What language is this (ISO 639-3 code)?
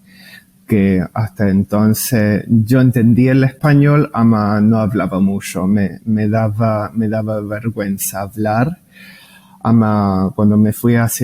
lad